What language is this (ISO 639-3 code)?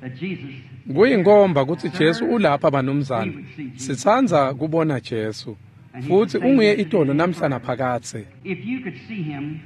ssw